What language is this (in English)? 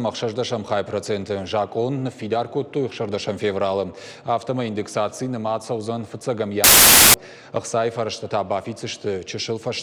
Ossetic